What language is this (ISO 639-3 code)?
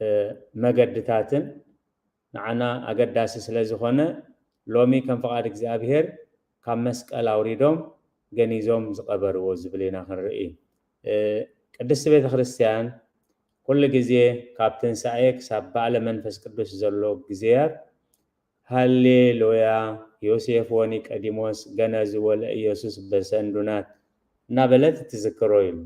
tir